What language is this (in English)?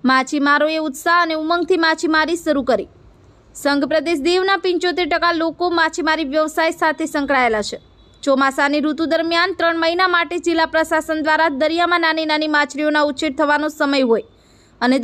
Gujarati